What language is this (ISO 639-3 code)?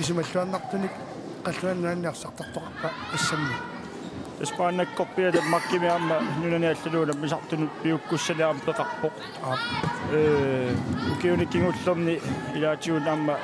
kal